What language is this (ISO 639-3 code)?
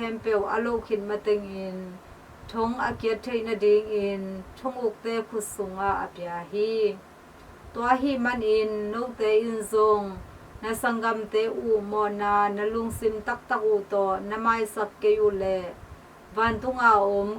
ctd